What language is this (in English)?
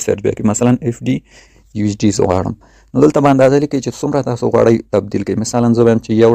Pashto